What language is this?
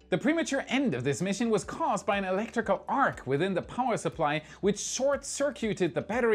English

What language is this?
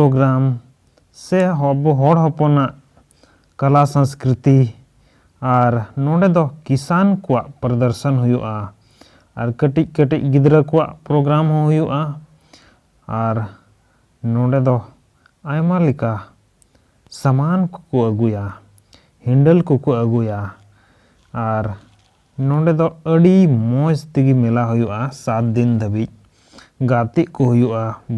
Santali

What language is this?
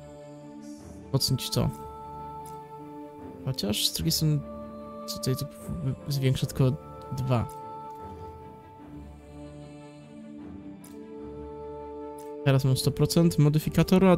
Polish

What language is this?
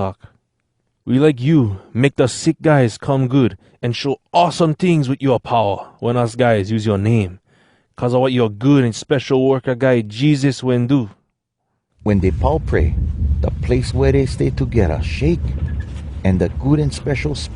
Hawai'i Creole English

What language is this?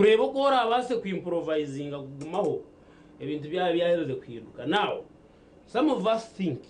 Nyankole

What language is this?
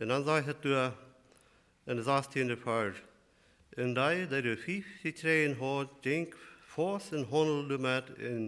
Plautdietsch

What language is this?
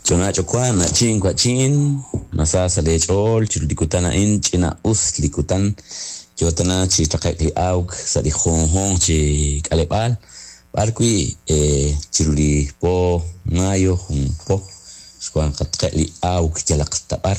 Kekchí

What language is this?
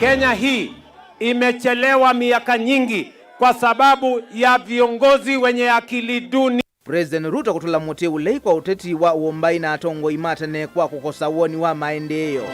Kamba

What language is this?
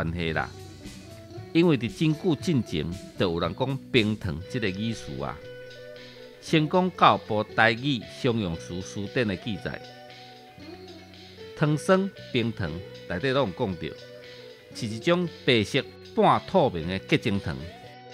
Min Nan Chinese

